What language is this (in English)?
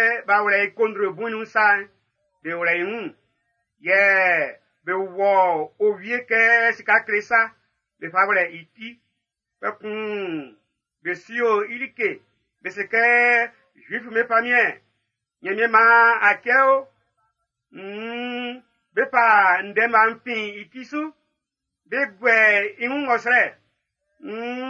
Baoulé